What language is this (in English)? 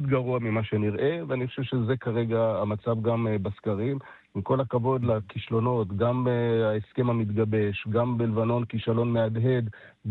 Hebrew